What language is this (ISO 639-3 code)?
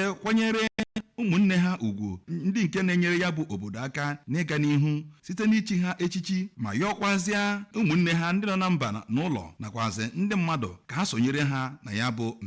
ibo